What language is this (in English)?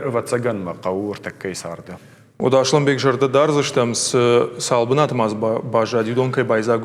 Ossetic